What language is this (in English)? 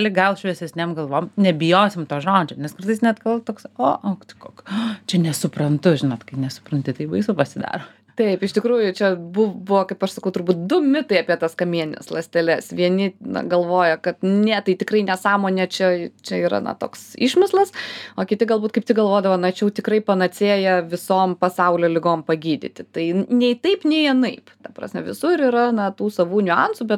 Lithuanian